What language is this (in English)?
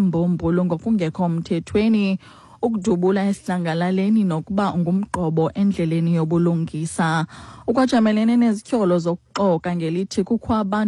Xhosa